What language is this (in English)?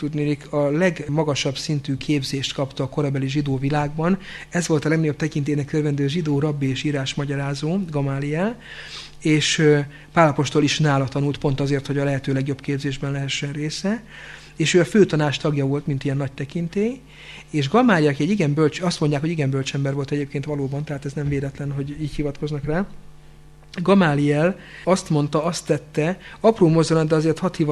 Hungarian